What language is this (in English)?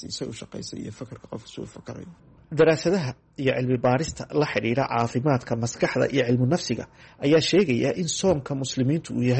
Somali